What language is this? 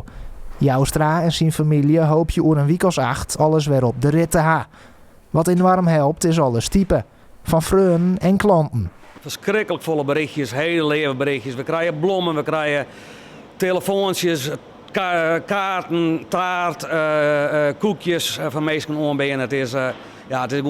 Western Frisian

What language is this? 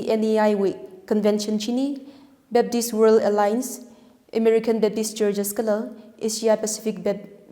Tangkhul Naga (India)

